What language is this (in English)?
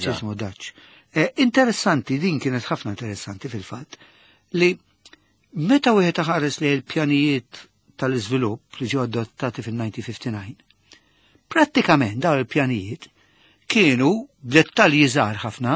Maltese